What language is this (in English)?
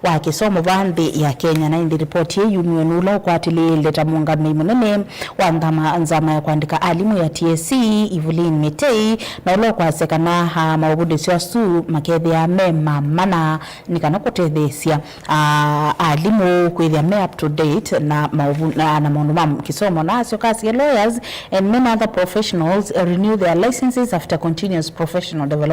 Kamba